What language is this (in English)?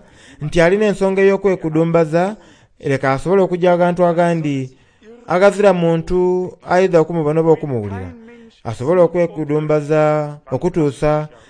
Soga